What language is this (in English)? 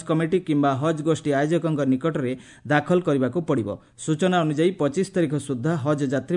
Odia